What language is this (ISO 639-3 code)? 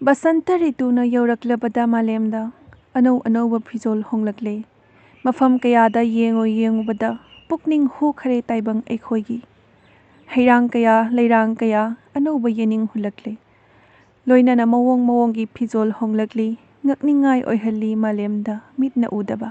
mni